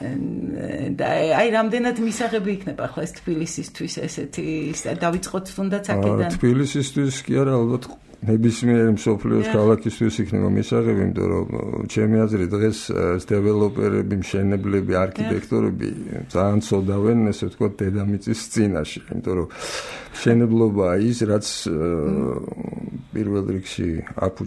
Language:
Georgian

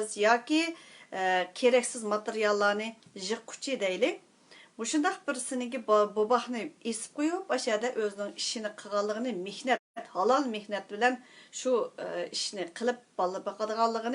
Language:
Uyghur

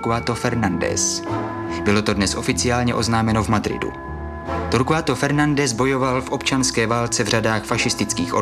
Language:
Czech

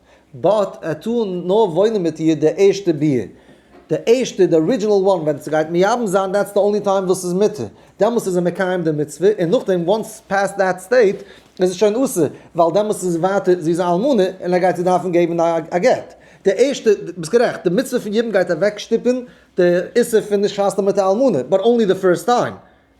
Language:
Yiddish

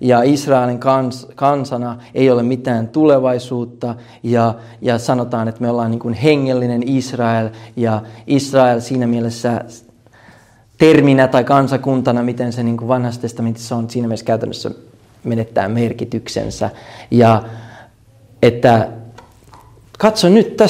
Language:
Finnish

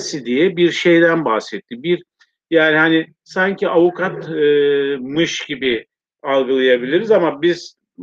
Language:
Turkish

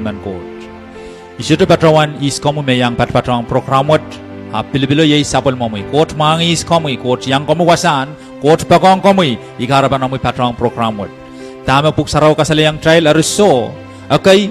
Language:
Pohnpeian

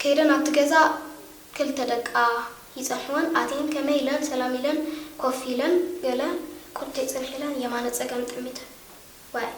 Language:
Tigrinya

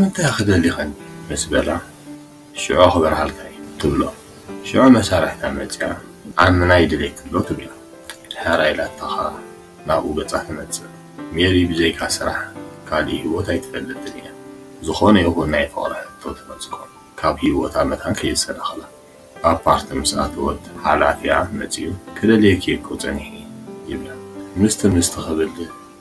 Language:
Tigrinya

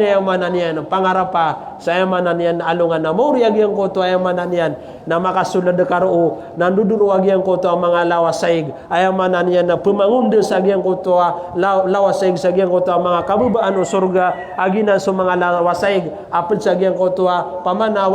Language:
Maranao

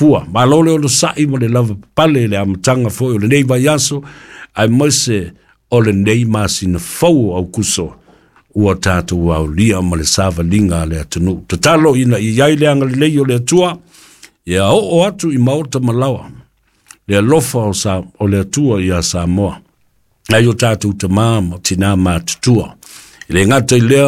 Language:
Samoan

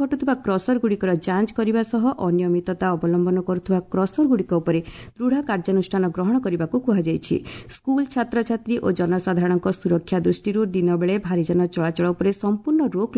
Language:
Odia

